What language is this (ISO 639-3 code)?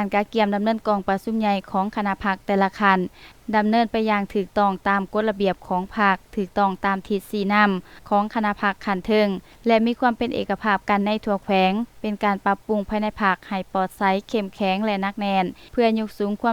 lao